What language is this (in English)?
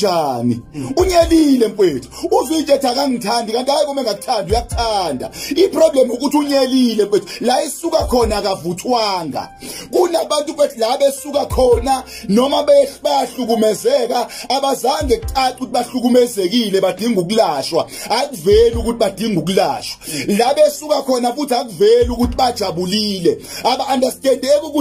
Zulu